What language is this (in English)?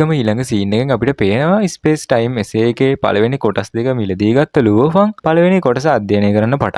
Sinhala